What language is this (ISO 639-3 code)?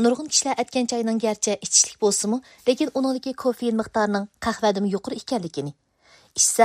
uig